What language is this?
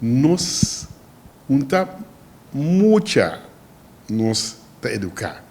Papiamento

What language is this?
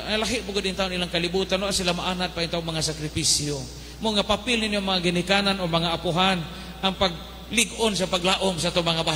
Cebuano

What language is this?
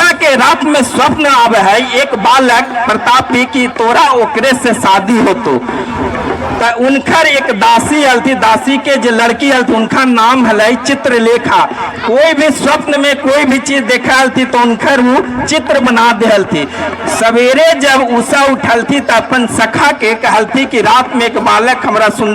Magahi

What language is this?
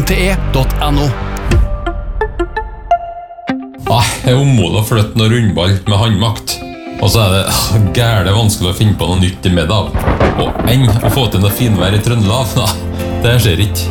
Norwegian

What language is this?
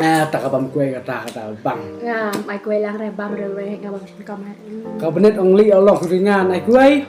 Khasi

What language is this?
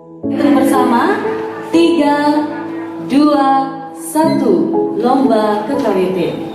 Balinese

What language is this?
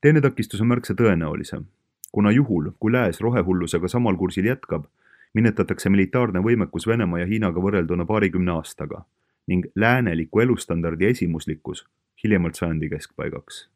Estonian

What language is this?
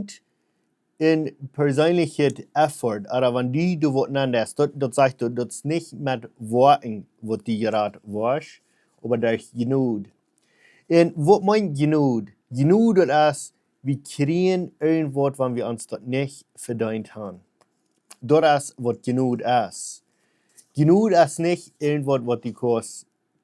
Plautdietsch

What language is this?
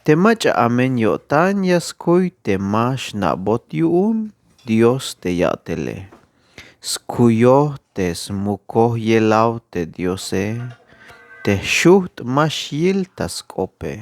Tzeltal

